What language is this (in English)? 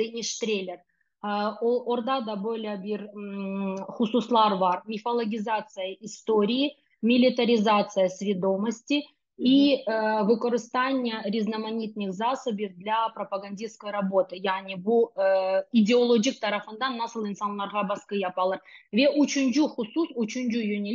Crimean Tatar